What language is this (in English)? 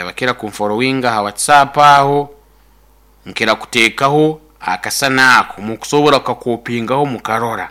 Nyankole